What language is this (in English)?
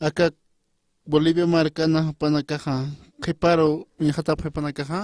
Aymara